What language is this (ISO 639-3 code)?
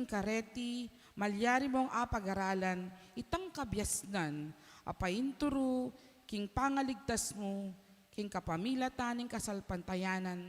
pam